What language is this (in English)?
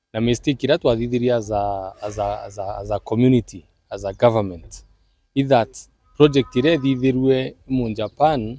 Meru